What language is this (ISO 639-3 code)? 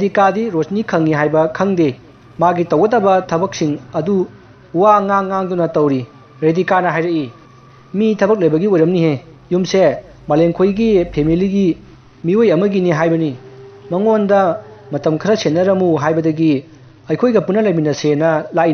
mni